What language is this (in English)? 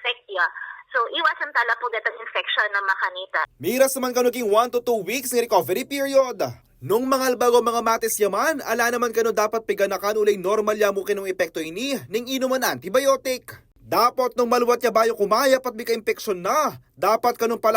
Pampanga